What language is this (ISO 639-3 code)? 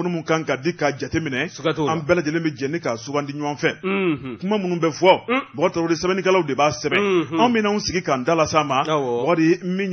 bam